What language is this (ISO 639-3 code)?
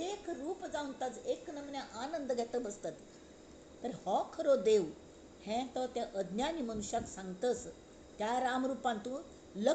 kok